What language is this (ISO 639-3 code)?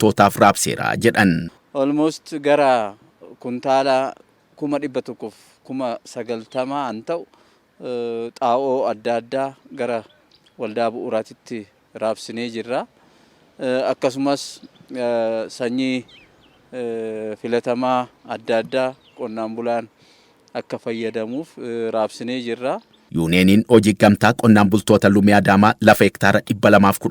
orm